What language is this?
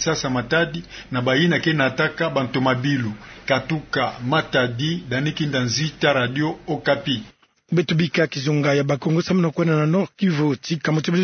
Kituba (Democratic Republic of Congo)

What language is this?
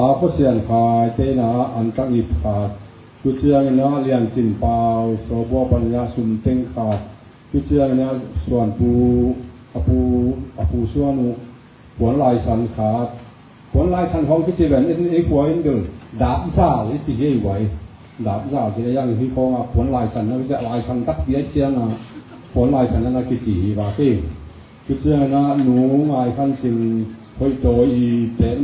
Tedim Chin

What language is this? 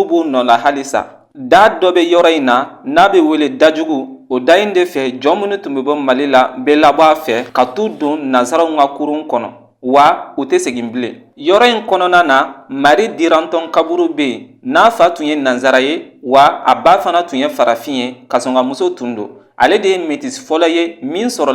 Bambara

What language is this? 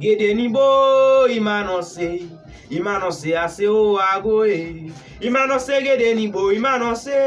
Haitian Creole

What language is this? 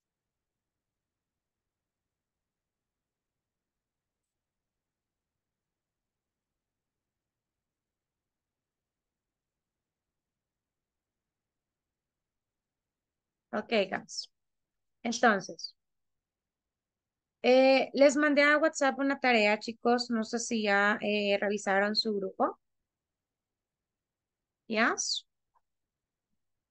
Spanish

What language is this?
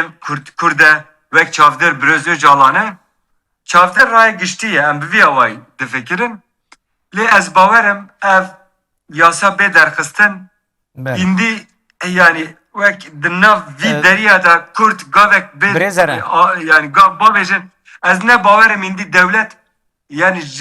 Kurdish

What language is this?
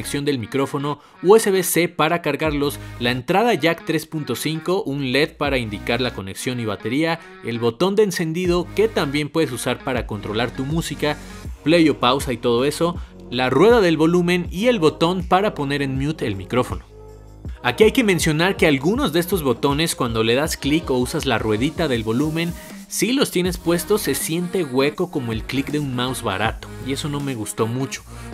Spanish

